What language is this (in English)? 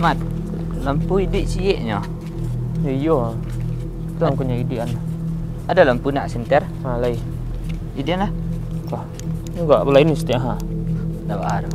Minangkabau